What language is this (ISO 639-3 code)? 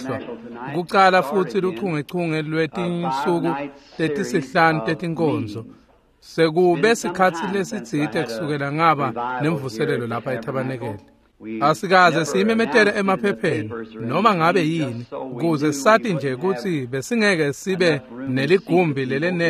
ssw